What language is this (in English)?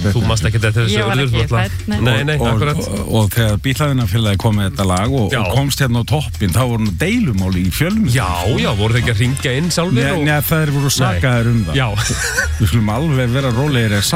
Icelandic